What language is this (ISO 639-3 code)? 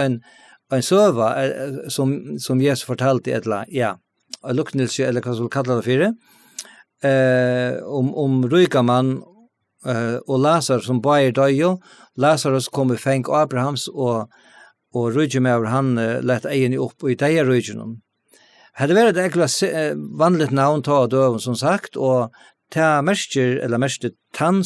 fao